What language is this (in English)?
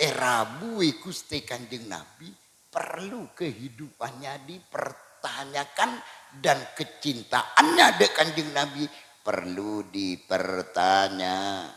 Madurese